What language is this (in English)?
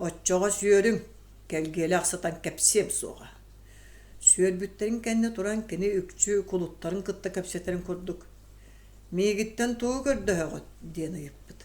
Yakut